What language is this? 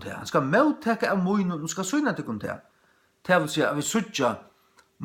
Faroese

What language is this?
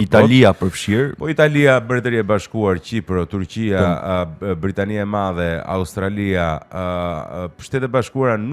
Albanian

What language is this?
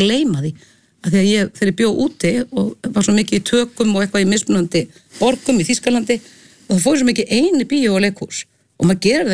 Icelandic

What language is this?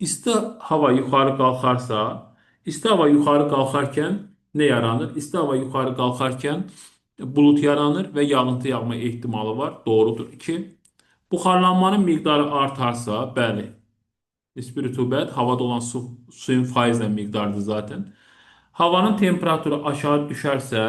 Azerbaijani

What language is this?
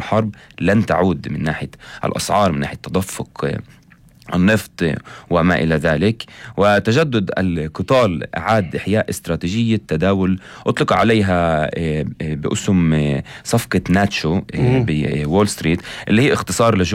North Levantine Arabic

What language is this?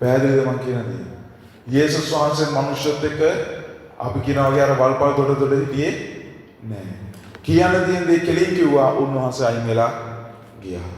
Sinhala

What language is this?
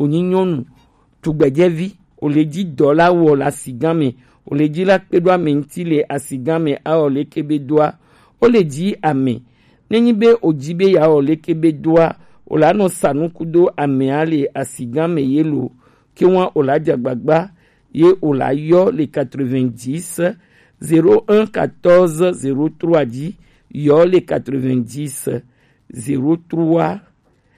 Gen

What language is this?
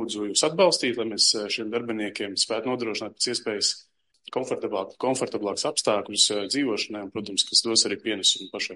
Latvian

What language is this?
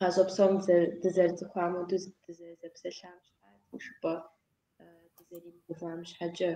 Kabardian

